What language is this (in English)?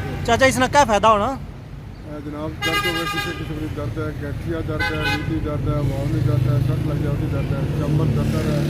Pahari-Potwari